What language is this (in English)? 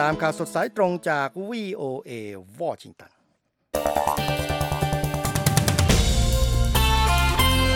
Thai